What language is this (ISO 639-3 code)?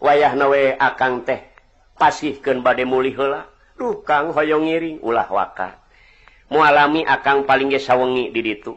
sun